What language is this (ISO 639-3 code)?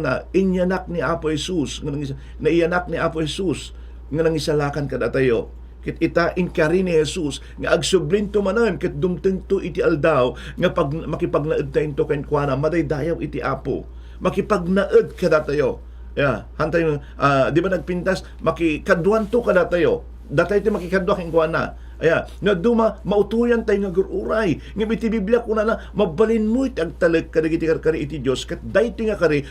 ilo